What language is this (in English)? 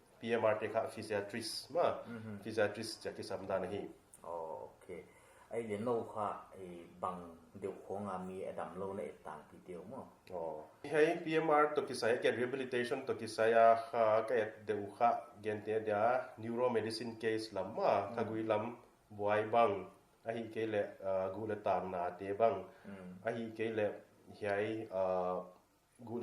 Paite Chin